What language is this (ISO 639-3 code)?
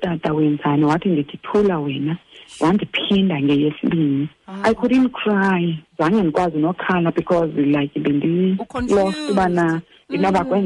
xho